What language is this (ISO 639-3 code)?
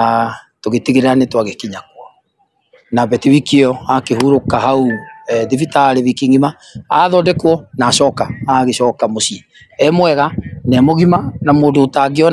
kik